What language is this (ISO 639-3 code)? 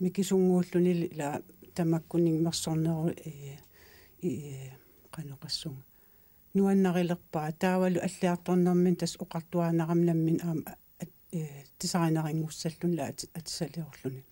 kal